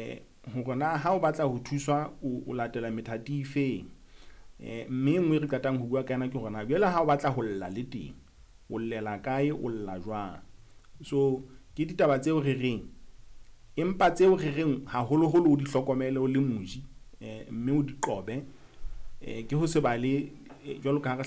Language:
Southern Sotho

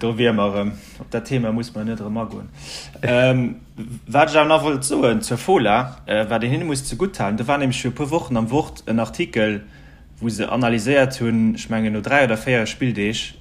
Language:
Luxembourgish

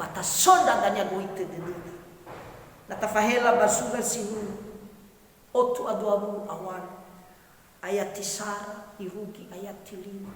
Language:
Nias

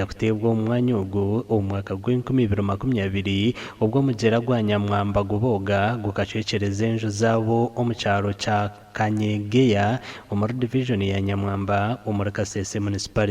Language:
Nyankole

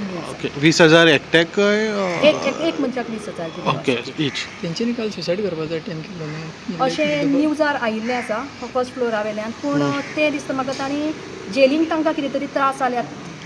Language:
Konkani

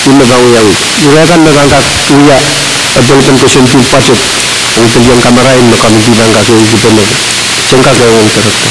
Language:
Pohnpeian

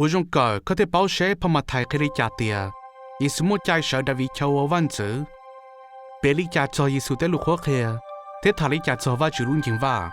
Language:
Hmong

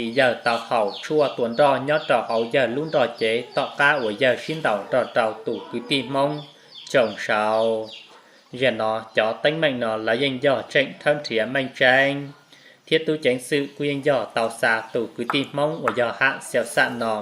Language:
Hmong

